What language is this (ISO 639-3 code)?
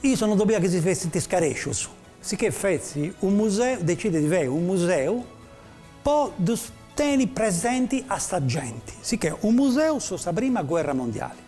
srd